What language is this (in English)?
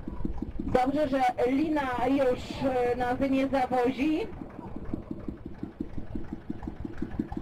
Polish